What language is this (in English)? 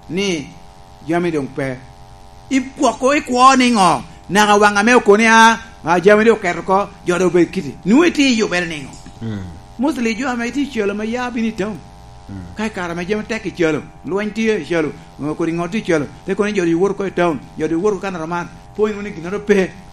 Lango (Uganda)